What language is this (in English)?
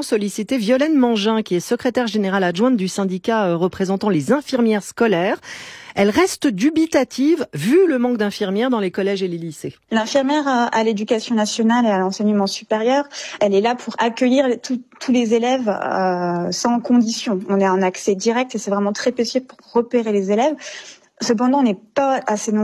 French